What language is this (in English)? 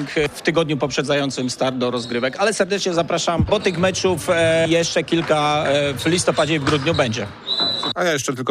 Polish